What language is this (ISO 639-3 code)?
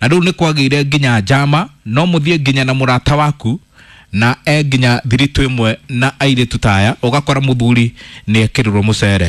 kik